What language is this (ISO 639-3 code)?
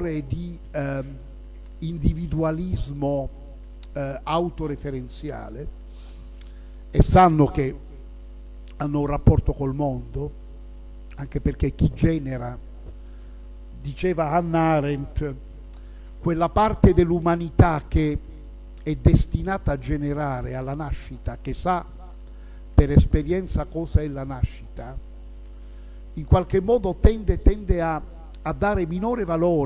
ita